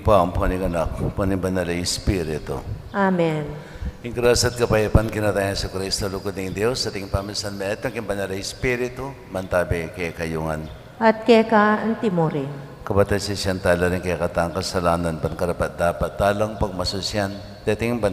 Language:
Pampanga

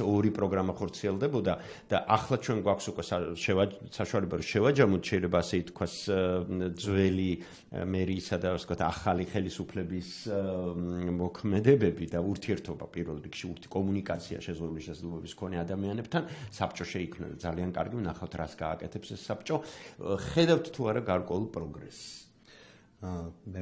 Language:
Georgian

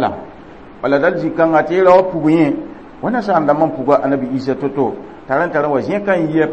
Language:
Mossi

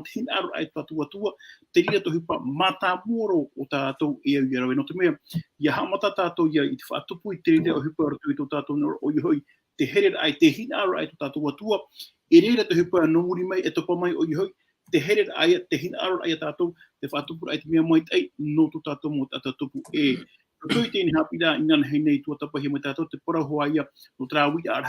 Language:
Tahitian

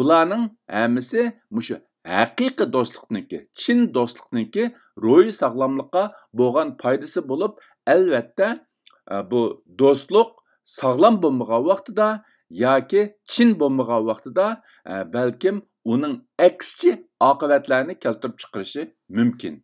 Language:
Uyghur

